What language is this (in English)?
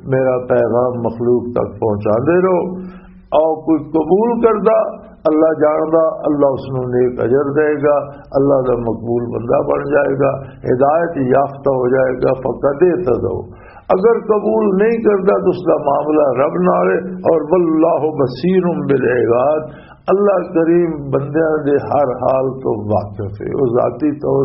Western Panjabi